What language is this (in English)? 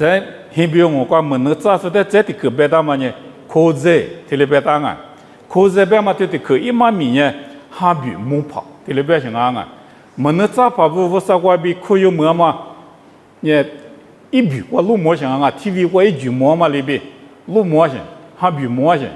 Lisu